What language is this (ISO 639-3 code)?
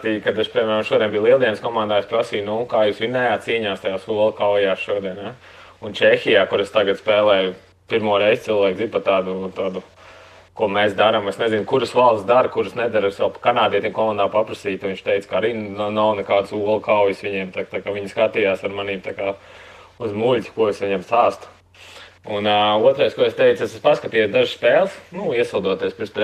lav